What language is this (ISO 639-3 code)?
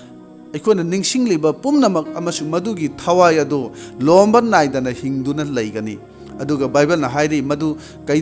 mni